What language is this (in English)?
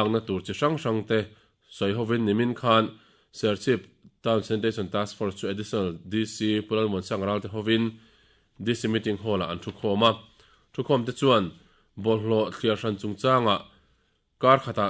Mizo